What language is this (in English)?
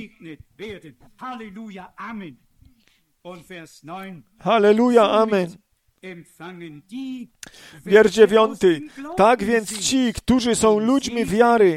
Polish